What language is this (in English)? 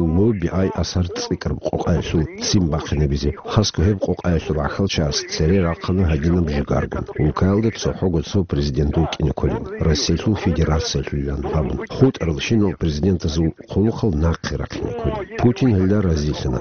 Avaric